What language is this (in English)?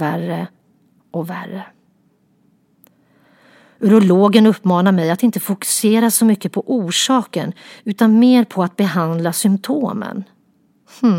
Swedish